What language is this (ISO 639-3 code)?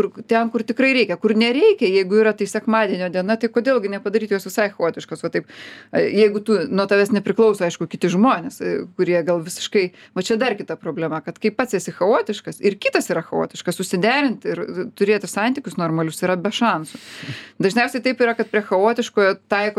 lit